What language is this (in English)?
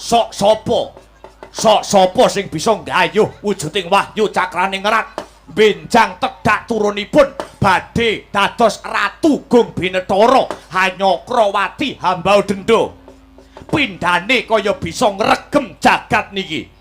Javanese